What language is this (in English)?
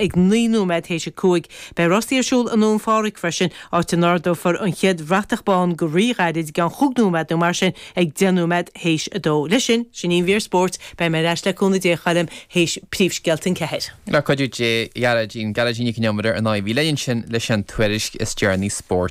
Irish